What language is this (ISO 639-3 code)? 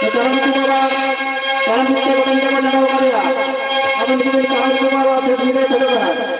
sat